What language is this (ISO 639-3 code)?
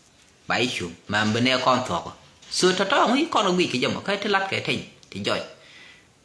nus